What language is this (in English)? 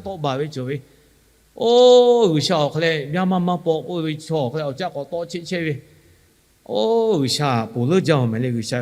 Lahu